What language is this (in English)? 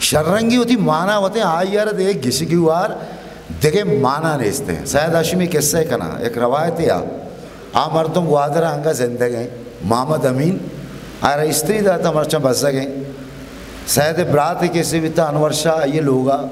Eastern Balochi